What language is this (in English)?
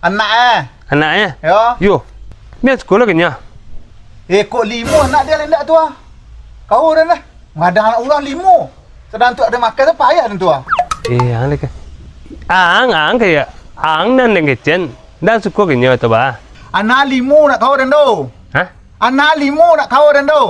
Minangkabau